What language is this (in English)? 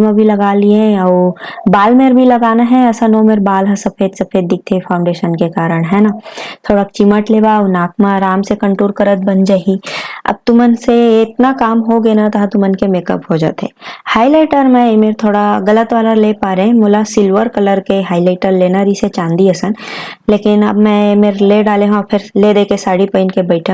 Chhattisgarhi